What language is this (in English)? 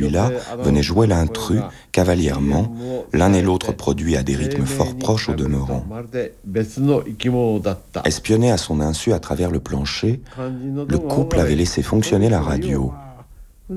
French